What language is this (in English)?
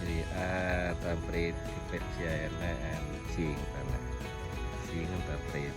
Central Mnong